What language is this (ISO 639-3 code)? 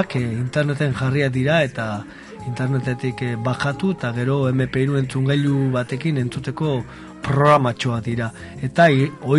eus